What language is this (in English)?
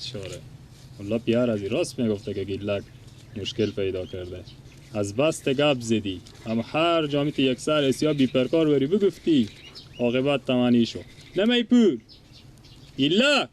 Persian